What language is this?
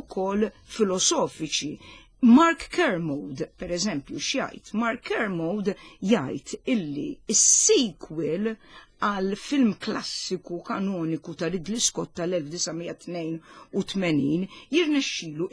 Maltese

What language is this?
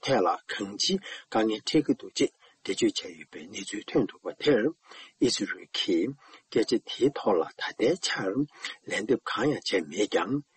Tibetan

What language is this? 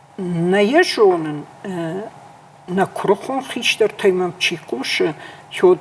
Ossetic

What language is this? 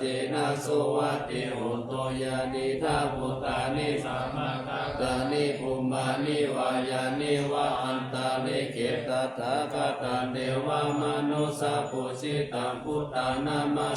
Pali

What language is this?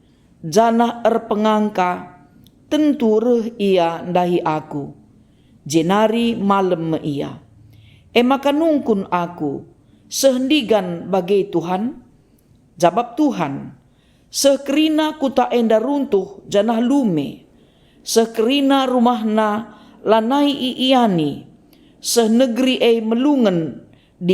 Batak Karo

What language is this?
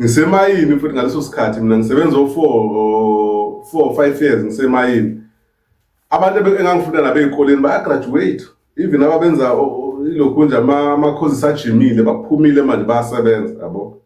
Zulu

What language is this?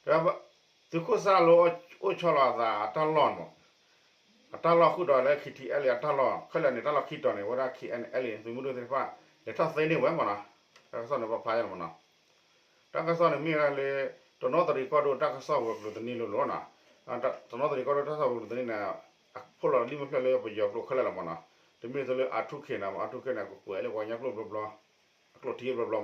S'gaw Karen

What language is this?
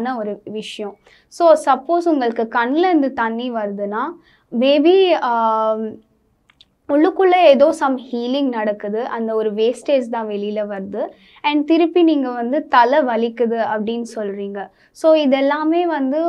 Tamil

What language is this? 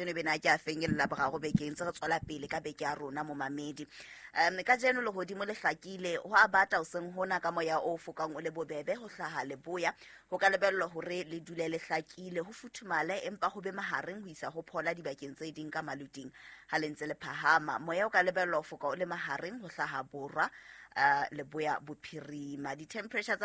Southern Sotho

